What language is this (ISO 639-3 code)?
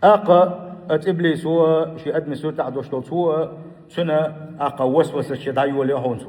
che